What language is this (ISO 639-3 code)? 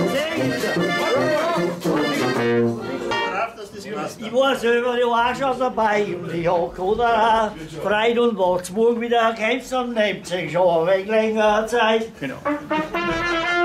deu